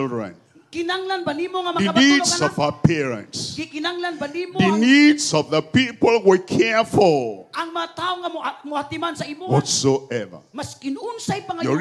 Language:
Cebuano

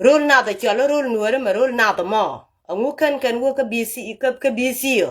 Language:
Nuer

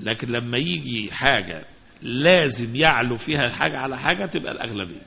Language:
Egyptian Arabic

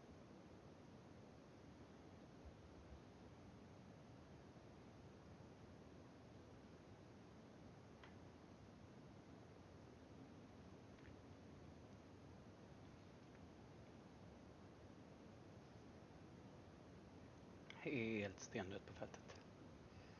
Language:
Swedish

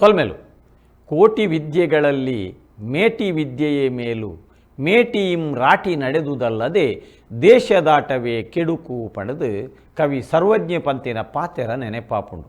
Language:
Tulu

